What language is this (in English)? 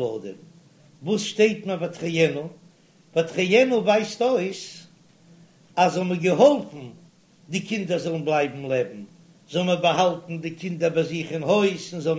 Yiddish